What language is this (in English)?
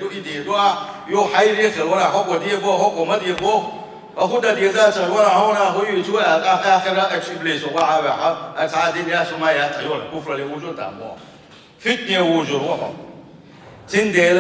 Chechen